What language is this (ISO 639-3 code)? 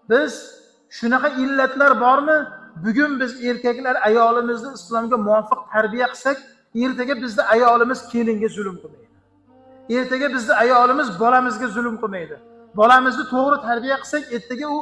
uzb